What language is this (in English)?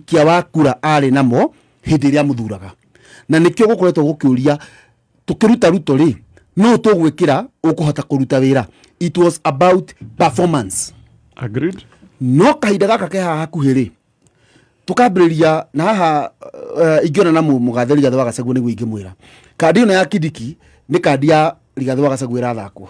Kikuyu